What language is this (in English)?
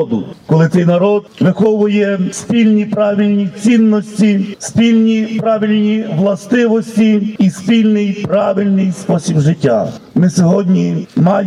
Ukrainian